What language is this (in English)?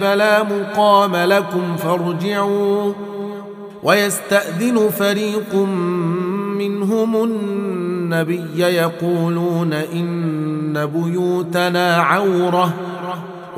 Arabic